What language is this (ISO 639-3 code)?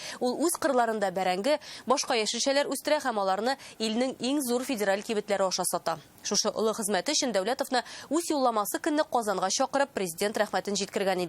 tat